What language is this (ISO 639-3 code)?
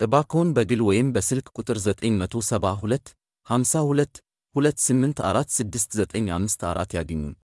amh